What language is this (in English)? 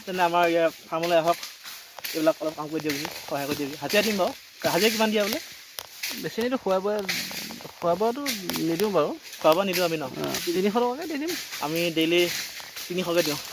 Assamese